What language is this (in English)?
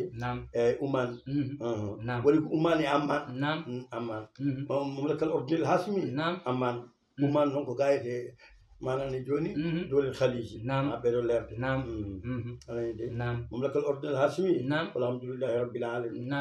Fula